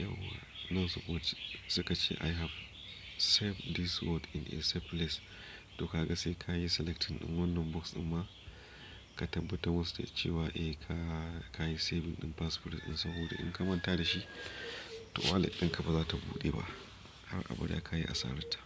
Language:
Hausa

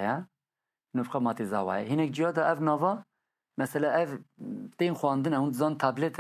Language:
Kurdish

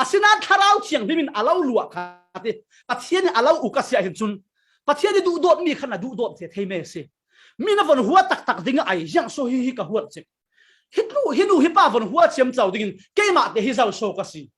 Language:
Falam Chin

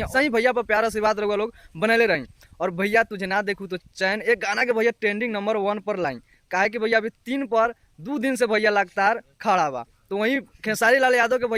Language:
Bhojpuri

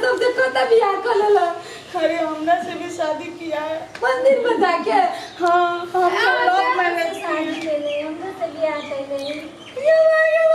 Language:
Maithili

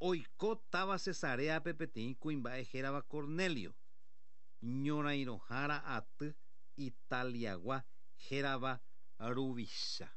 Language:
Guarani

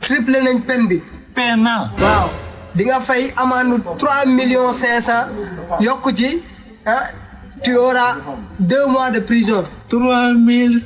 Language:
Wolof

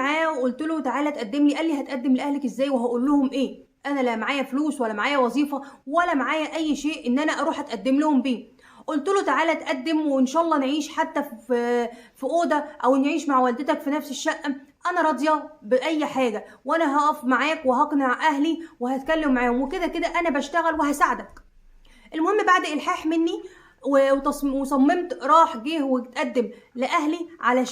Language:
Egyptian Arabic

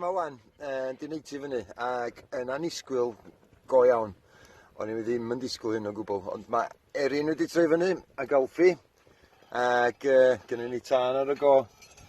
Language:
Welsh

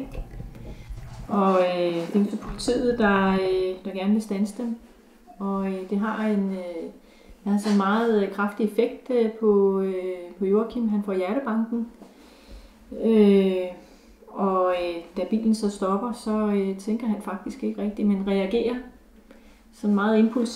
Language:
Danish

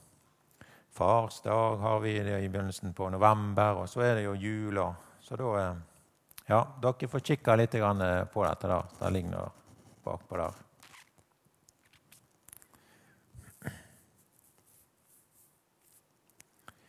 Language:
Norwegian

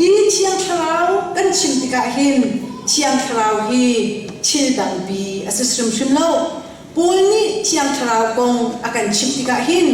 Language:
Hakha Chin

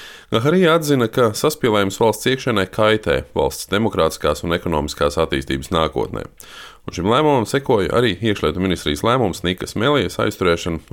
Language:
Latvian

